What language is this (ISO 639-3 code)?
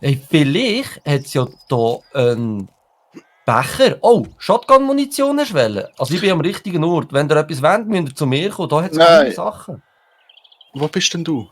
gsw